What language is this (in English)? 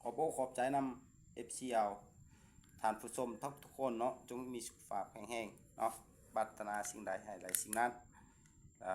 Lao